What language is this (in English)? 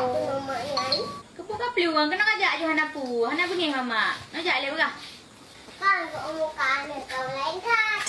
Achinese